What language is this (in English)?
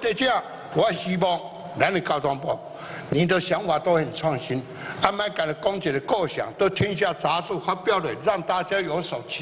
Chinese